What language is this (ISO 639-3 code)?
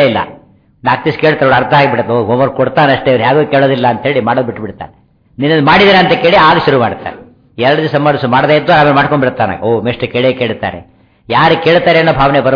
kan